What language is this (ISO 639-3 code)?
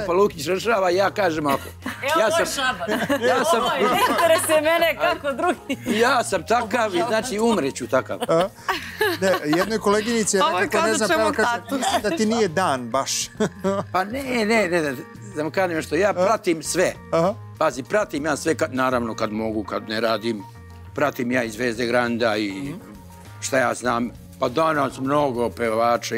srp